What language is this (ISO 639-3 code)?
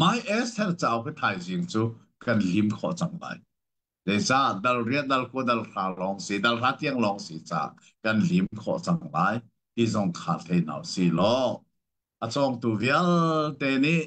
cnh